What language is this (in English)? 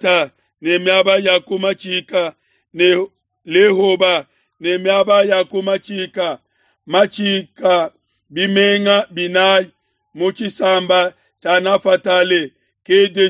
Luba-Lulua